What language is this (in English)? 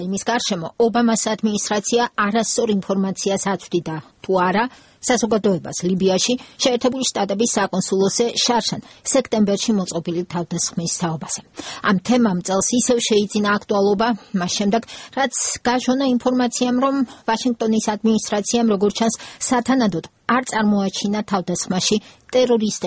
Georgian